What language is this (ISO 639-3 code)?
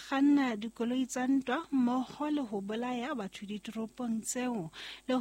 sot